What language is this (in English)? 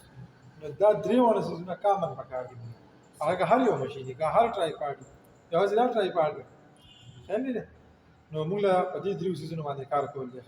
Pashto